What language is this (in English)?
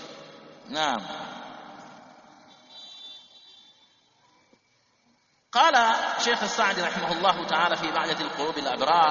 Swahili